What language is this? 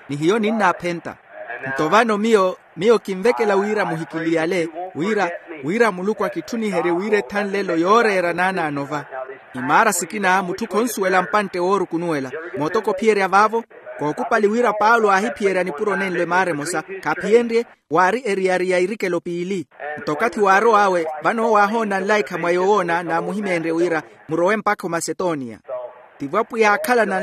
Makhuwa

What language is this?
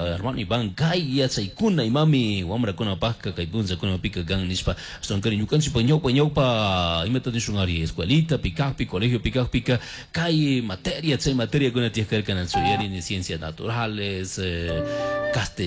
Chimborazo Highland Quichua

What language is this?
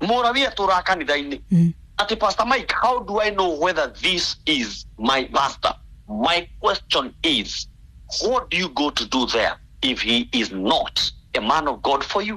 Kikuyu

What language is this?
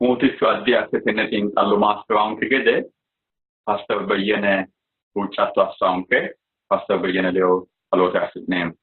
Sidamo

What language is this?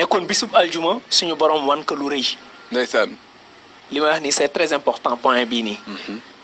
Wolof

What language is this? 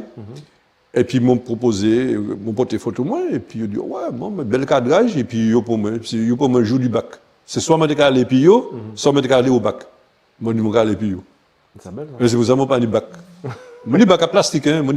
Guadeloupean Creole French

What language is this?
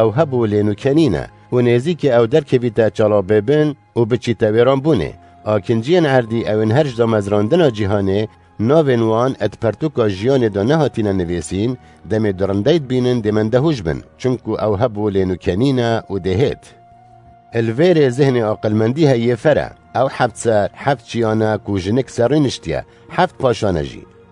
Kurdish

